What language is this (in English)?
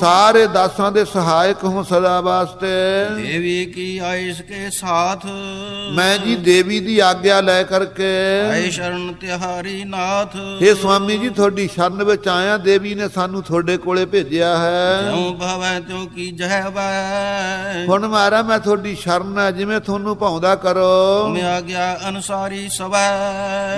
Punjabi